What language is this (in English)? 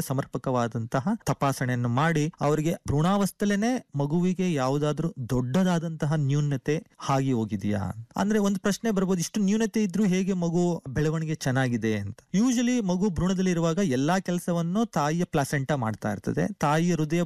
Kannada